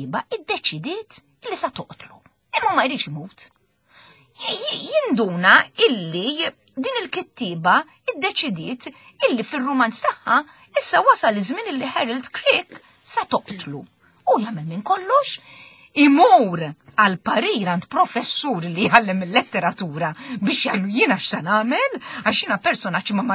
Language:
Maltese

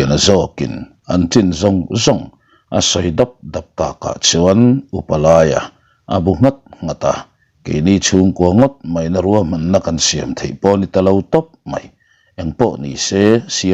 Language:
Mizo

